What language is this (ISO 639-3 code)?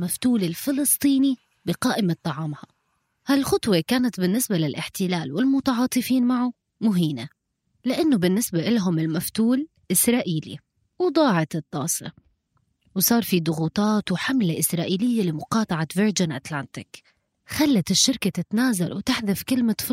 apc